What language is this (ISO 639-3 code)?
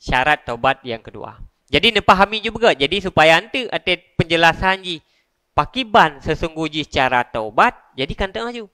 ace